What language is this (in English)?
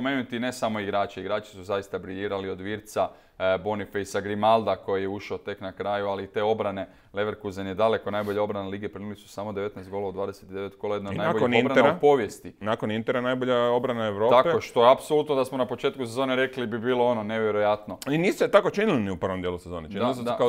Croatian